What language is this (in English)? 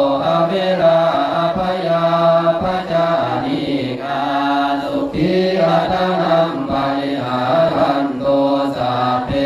Pali